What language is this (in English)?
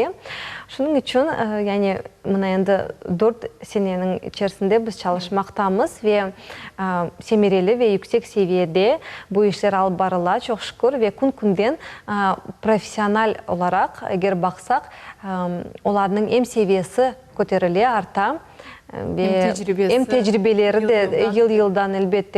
Crimean Tatar